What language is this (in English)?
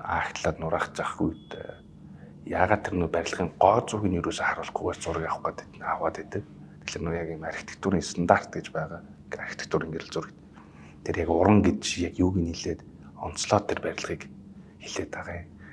Mongolian